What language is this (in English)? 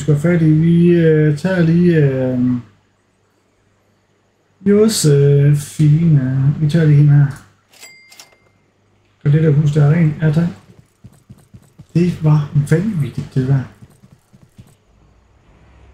Danish